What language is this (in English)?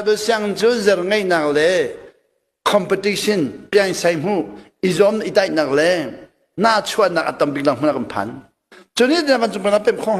Hakha Chin